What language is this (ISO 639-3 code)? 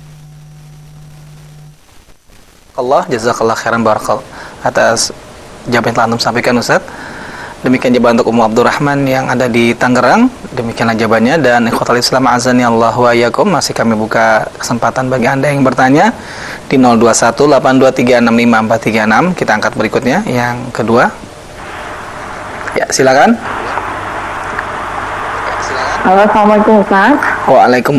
ind